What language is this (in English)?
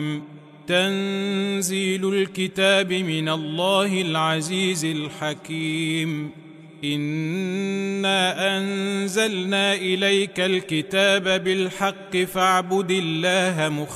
Arabic